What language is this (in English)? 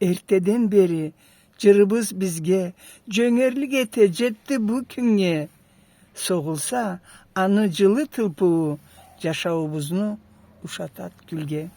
Karachay-Balkar